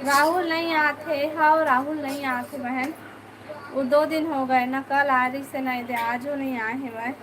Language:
Chhattisgarhi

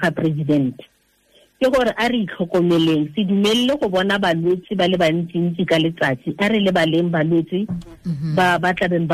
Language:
Tswana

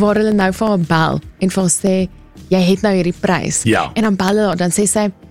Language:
Afrikaans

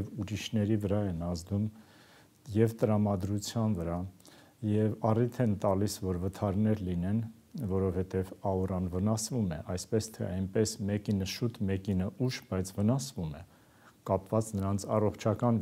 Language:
Armenian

